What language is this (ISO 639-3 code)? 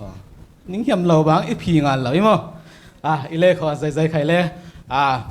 cfm